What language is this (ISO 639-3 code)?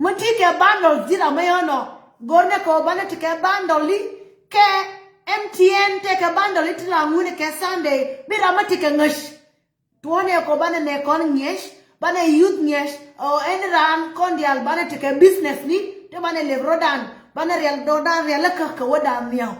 nus